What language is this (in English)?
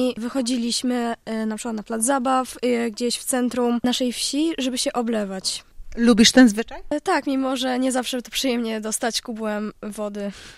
Polish